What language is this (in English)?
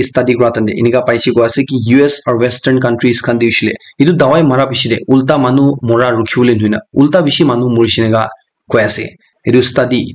Naga Pidgin